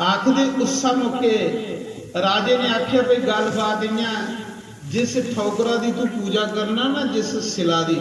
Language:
Dogri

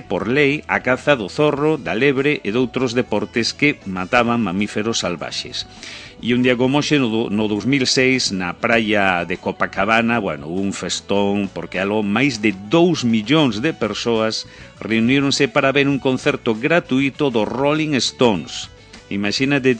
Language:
Galician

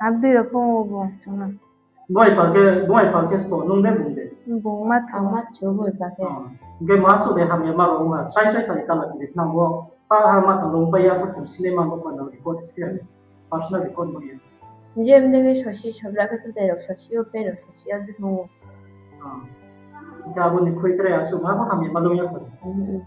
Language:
Riang (India)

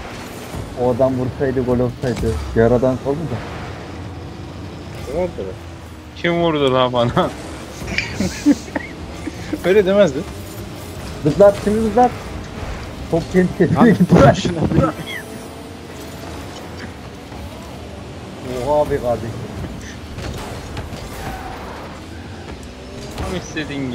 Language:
Turkish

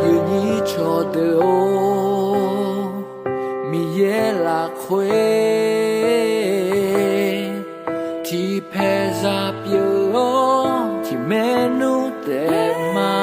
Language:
Akha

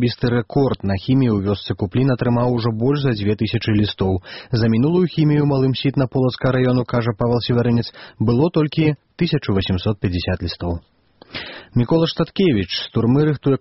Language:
Belarusian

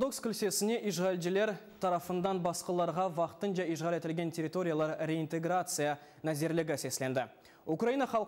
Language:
Crimean Tatar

